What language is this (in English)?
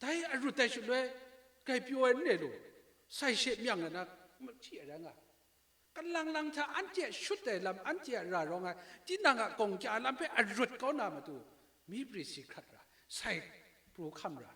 Kachin